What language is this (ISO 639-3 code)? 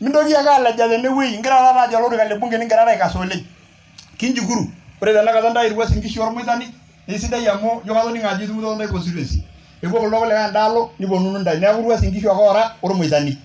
mas